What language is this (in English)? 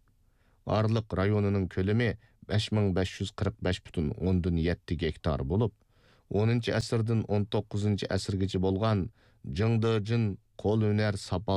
Uyghur